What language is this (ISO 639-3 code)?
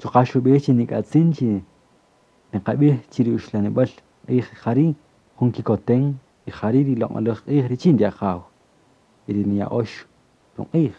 cak